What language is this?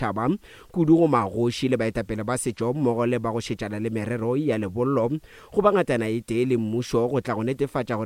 Northern Sotho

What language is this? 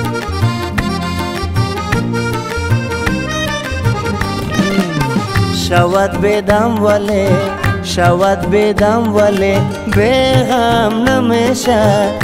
Persian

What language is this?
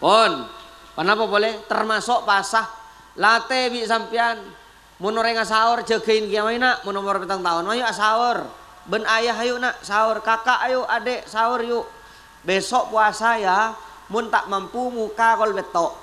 Madurese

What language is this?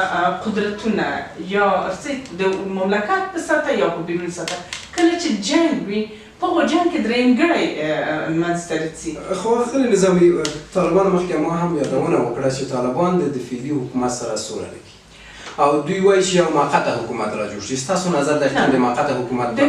Pashto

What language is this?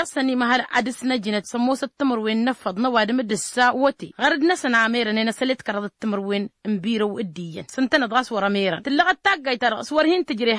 Tamasheq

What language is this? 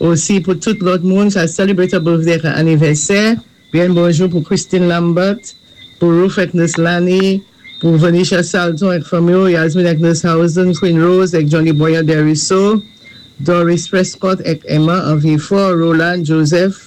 Saint Lucian Creole French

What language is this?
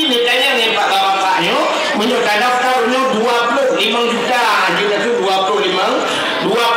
Achinese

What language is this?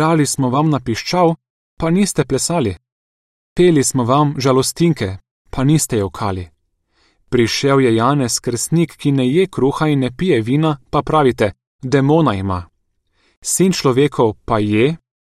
Slovenian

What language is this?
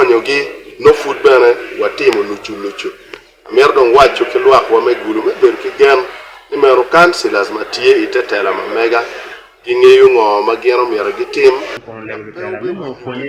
Acoli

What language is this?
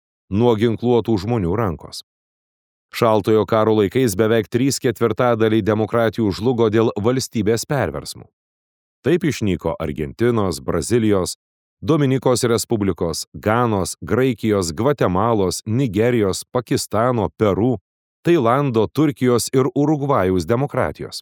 Lithuanian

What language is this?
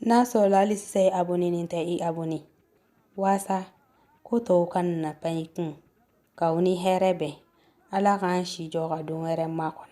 Bambara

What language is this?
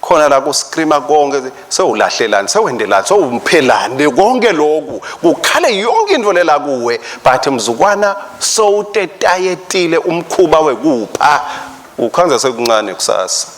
Swati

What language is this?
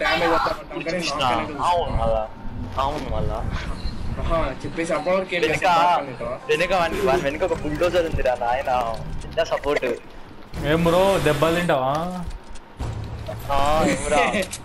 Telugu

